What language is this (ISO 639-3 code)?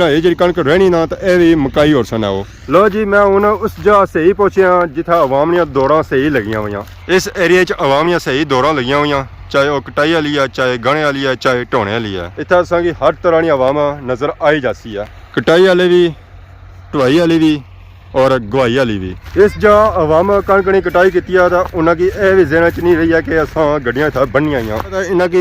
phr